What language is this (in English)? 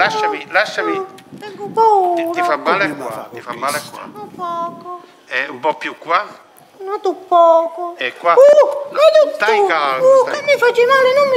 Italian